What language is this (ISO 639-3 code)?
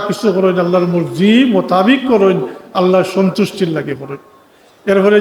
syl